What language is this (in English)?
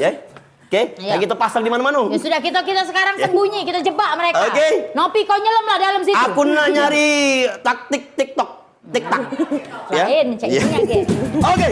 Musi